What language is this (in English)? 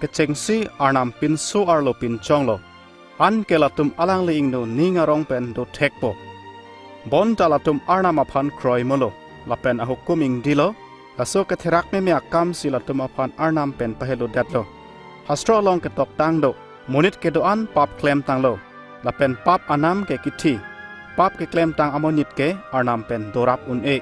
Karbi